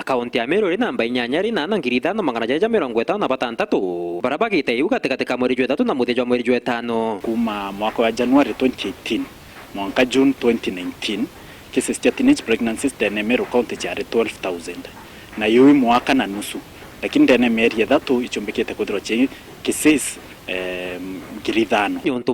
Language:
Meru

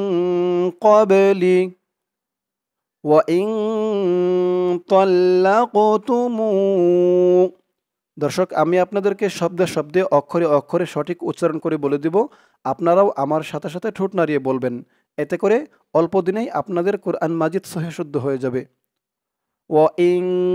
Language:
Bangla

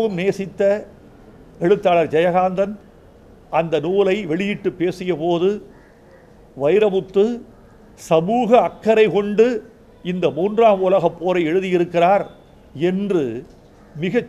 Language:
Tamil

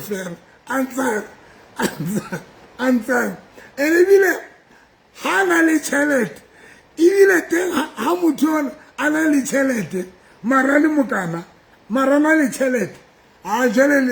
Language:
Southern Sotho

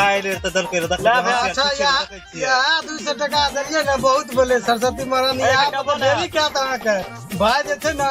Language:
Maithili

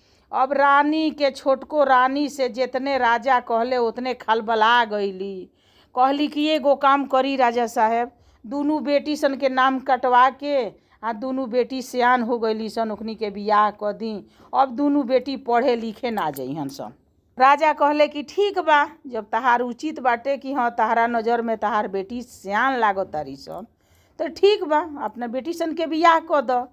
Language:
Bhojpuri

